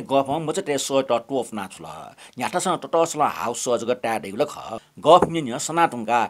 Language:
Newari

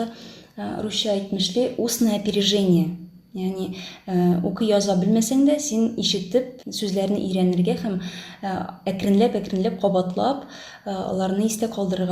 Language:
Tatar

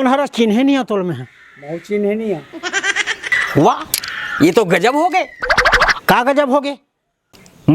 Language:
Chhattisgarhi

